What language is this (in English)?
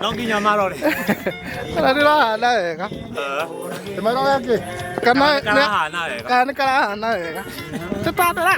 Kikuyu